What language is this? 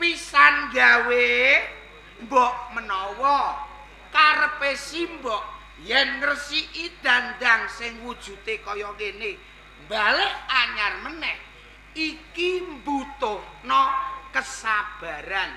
Javanese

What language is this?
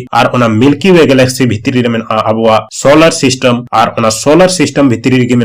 Santali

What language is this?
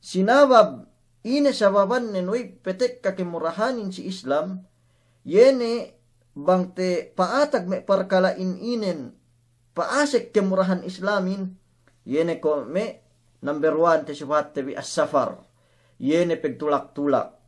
Yakan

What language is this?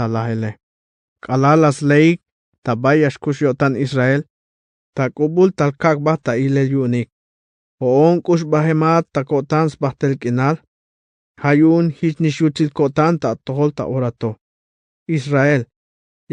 Tzeltal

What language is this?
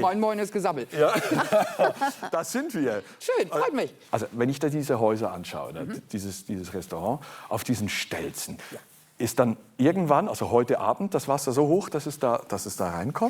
Swiss German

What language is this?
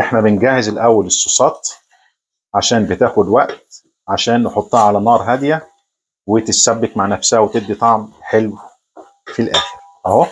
Egyptian Arabic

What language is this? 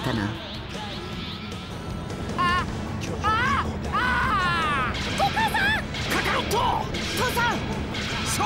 Japanese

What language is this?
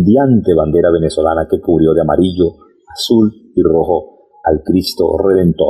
Spanish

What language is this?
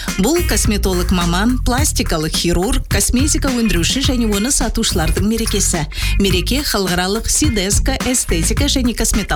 Kazakh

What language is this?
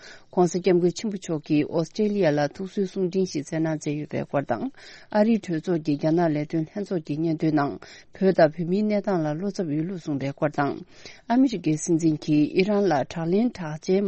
Tibetan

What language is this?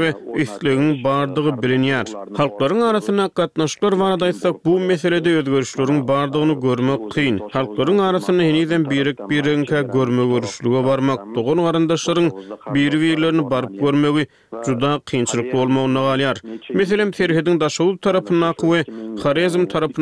Turkmen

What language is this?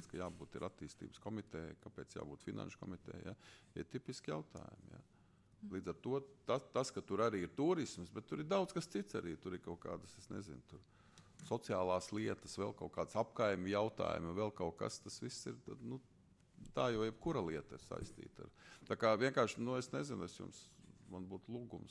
Latvian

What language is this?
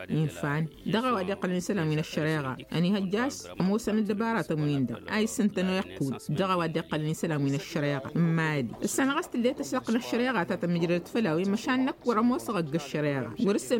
Tamasheq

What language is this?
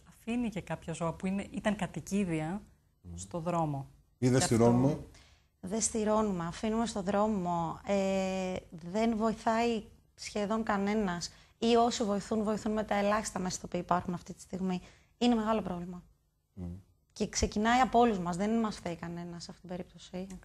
Greek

